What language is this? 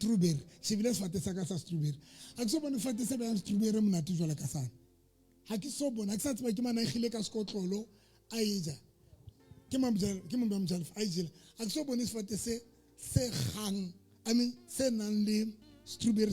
Southern Sotho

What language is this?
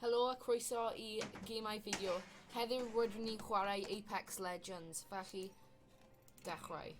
Welsh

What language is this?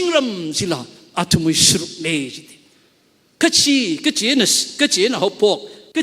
Tangkhul Naga (India)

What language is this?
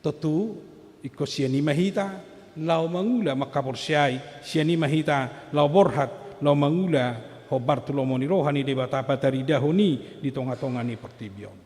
Batak Toba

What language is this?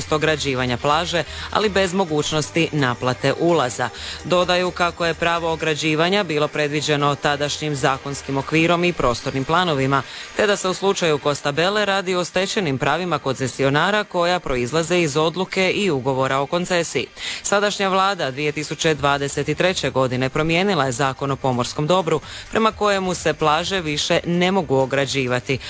Croatian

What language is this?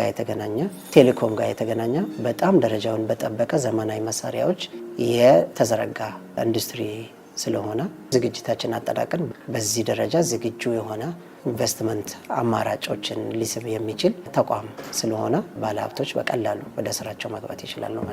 Amharic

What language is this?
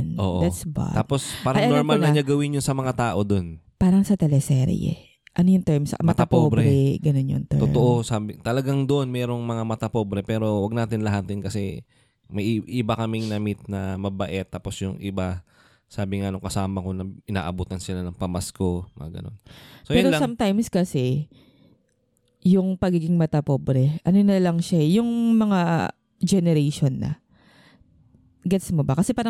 Filipino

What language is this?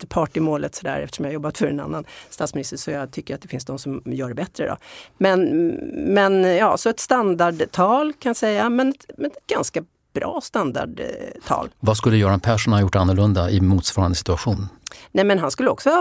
Swedish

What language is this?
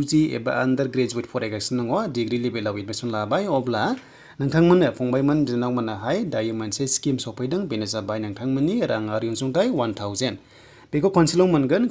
Bodo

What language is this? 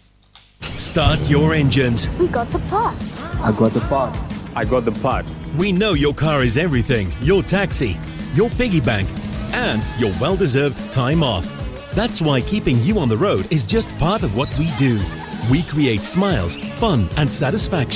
English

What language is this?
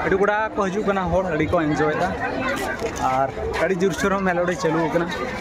Santali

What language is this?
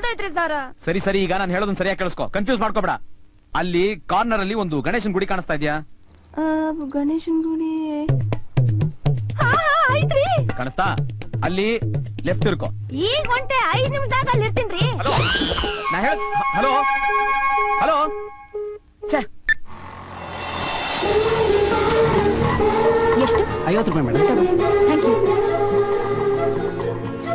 Kannada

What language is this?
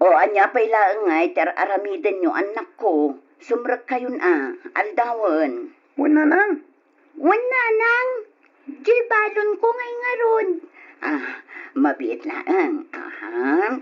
Iloko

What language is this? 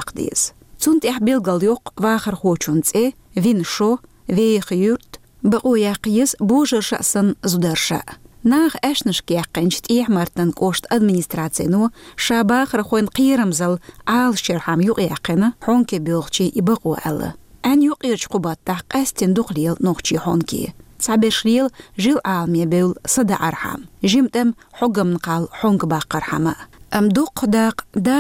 Chechen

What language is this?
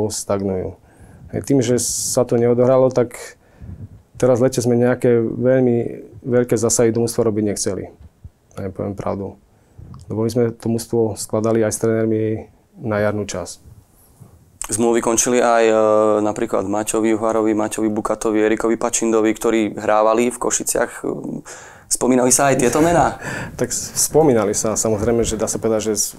Slovak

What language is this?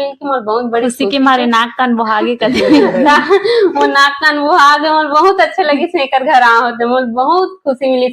Chhattisgarhi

